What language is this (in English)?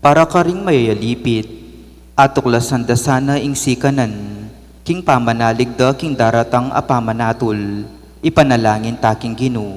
Pampanga